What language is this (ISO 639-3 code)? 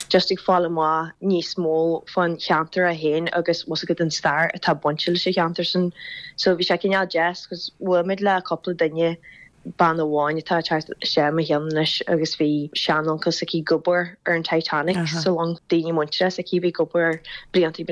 gle